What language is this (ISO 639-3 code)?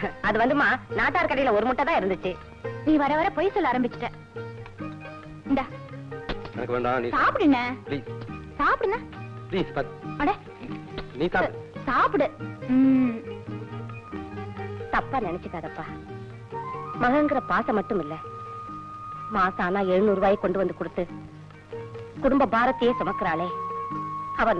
tam